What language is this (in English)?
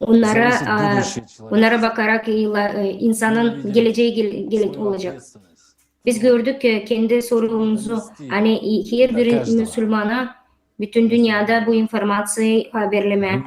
Gagauz